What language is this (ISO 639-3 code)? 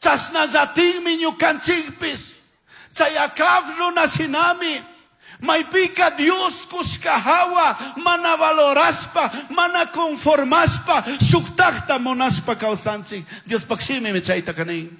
qug